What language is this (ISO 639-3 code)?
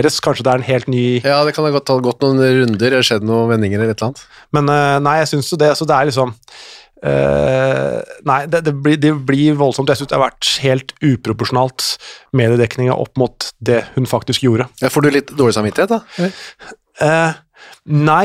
nor